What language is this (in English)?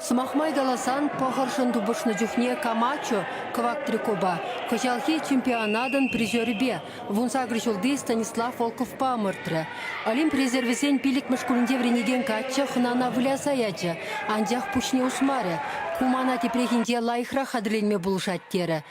Chuvash